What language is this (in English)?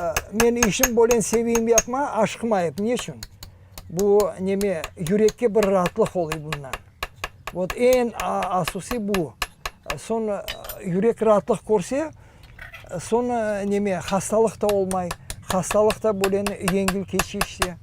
Crimean Tatar